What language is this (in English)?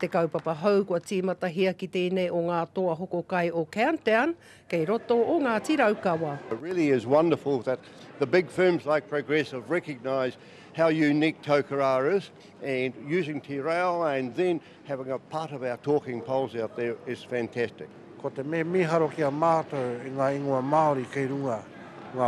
Māori